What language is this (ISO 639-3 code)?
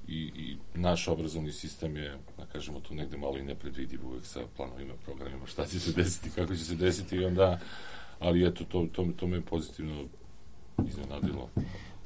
srp